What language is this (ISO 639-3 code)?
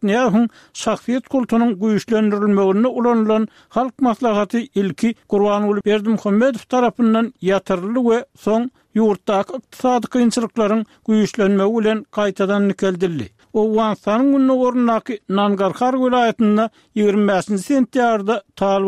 tuk